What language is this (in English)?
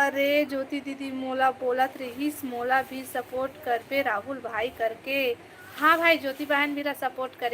Chhattisgarhi